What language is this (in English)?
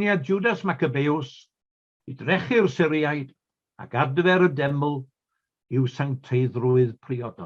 Welsh